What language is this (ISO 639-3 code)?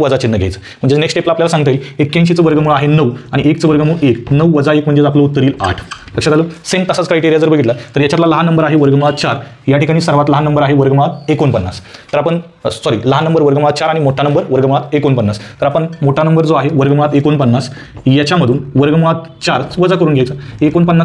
mar